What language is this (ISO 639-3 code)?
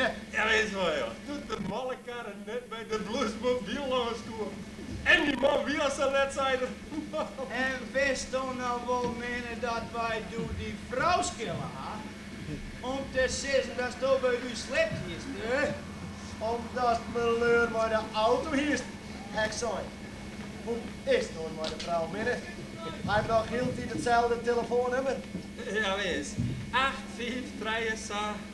fry